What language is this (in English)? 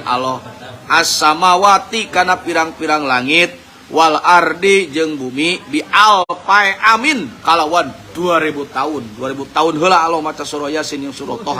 Sundanese